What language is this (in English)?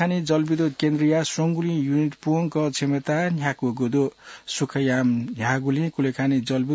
Newari